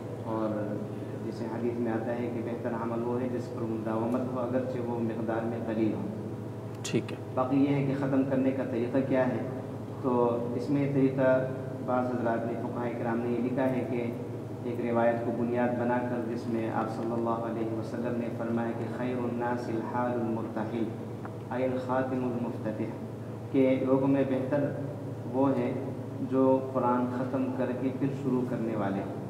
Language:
Urdu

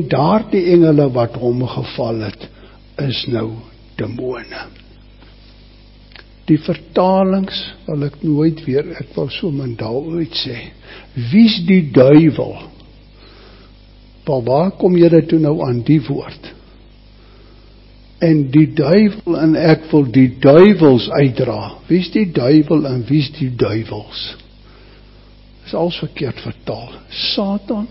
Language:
Afrikaans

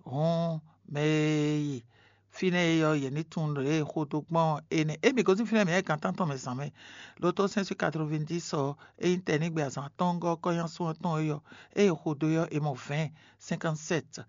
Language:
Fon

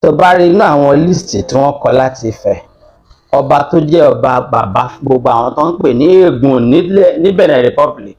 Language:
Yoruba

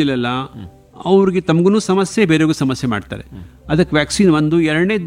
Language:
Kannada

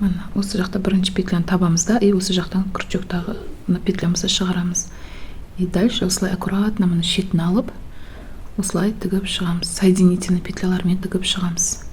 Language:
Kazakh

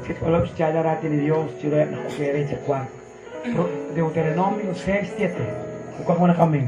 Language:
Kekchí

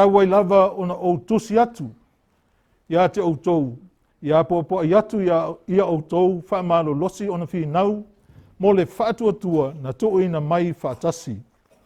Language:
Samoan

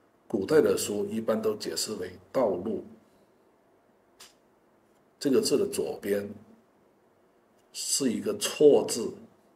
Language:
Chinese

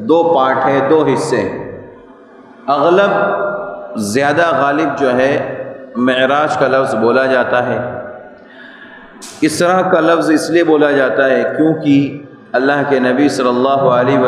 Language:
Urdu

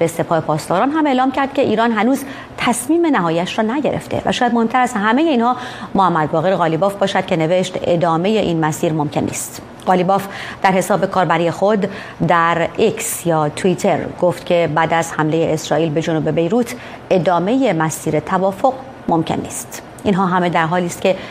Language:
Persian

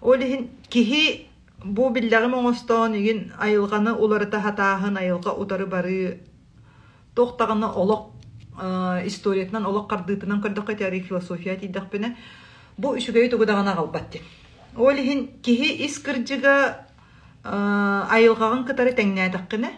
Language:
Yakut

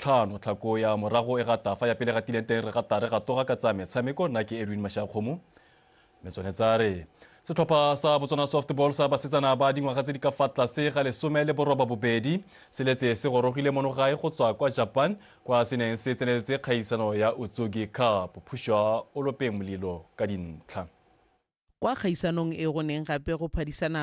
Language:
Tswana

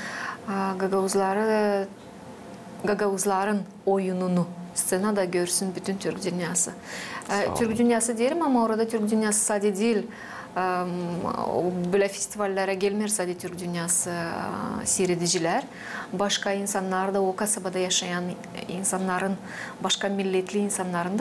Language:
Gagauz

